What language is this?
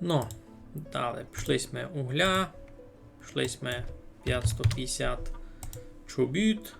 Rusyn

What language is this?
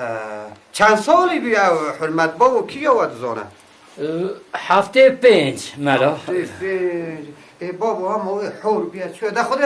Kurdish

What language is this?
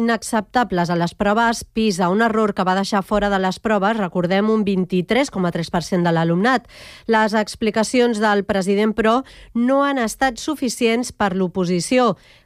Catalan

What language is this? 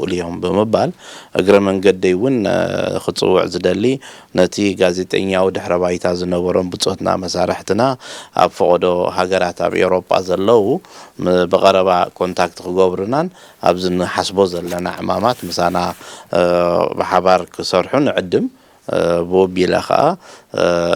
Tigrinya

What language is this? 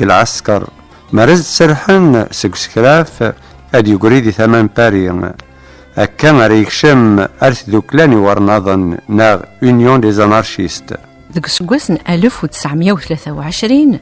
Kabyle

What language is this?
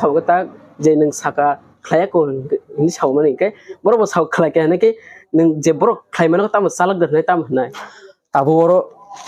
Kok Borok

